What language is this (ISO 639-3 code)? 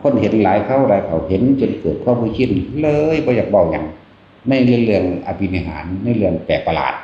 tts